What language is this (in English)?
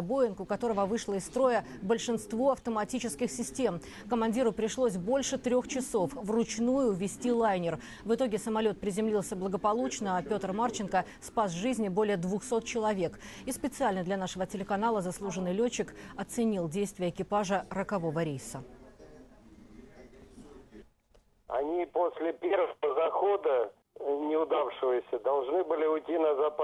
Russian